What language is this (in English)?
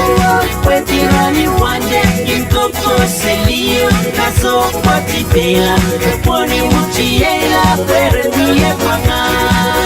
Pohnpeian